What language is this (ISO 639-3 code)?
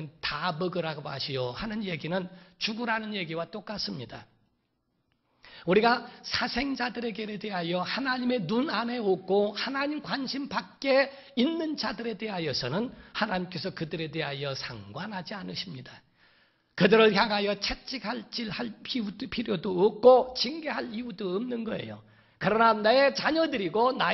kor